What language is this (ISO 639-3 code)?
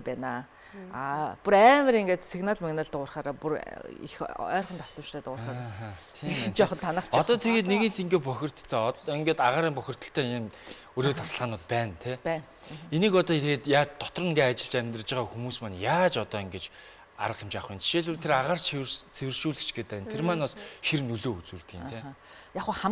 mon